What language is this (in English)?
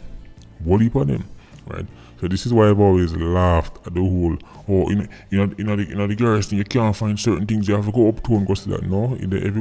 Jamaican Creole English